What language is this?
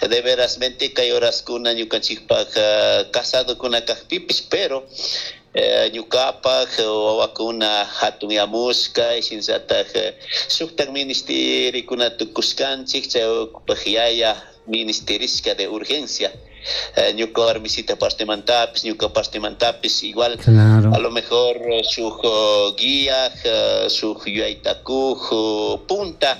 Chimborazo Highland Quichua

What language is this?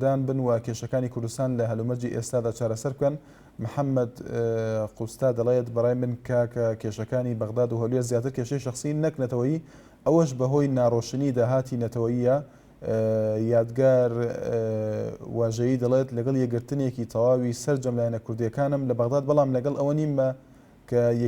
Central Kurdish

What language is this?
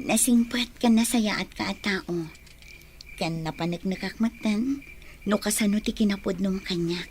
Iloko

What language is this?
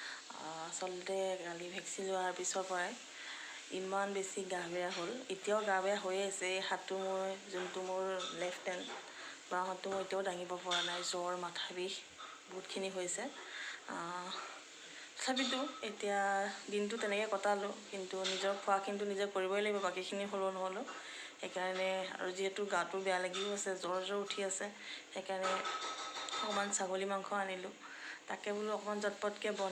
Assamese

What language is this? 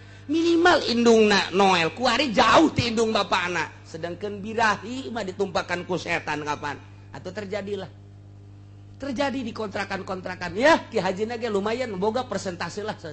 Sundanese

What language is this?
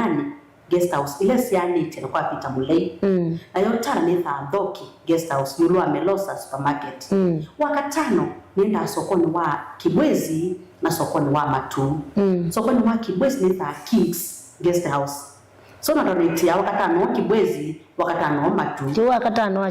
Kamba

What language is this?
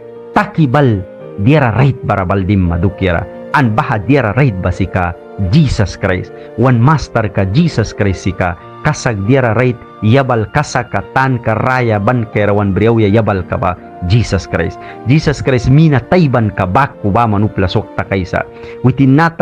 Mískito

